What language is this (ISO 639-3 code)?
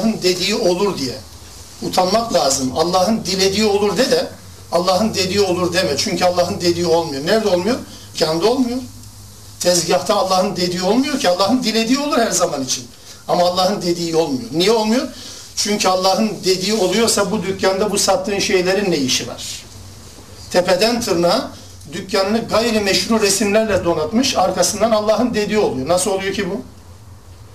tur